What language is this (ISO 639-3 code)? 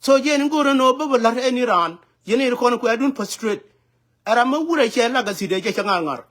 nus